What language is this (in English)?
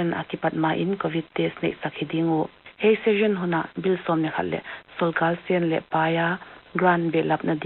Paite Chin